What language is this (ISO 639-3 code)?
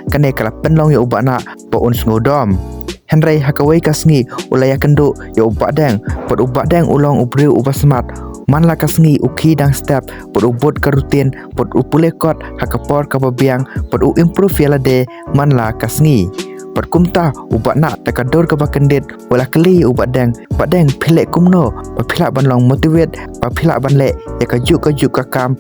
kha